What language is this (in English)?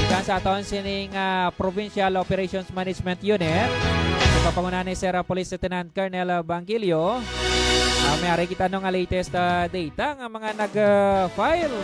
Hiligaynon